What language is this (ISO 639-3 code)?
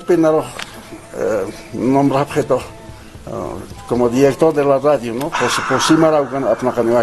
aym